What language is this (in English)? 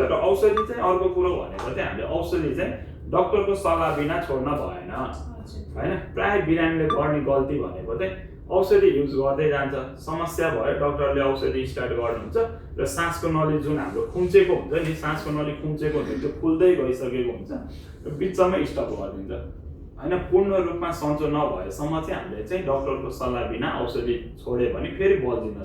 Nepali